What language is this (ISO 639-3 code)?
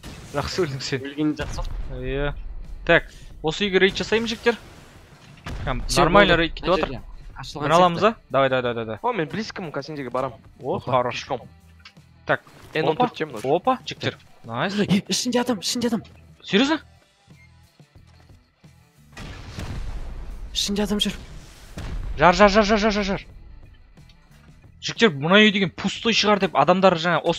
kaz